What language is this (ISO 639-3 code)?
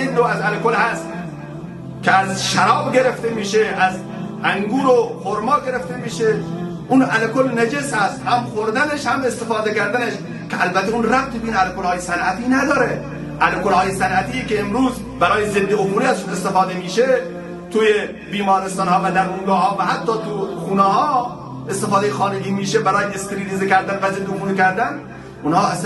tgk